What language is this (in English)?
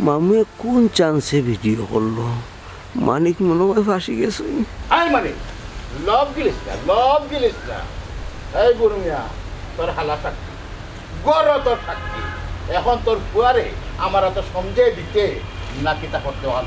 Sylheti